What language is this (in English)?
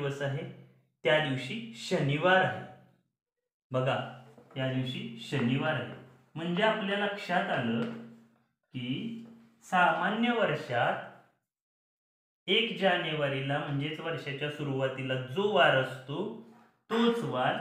Marathi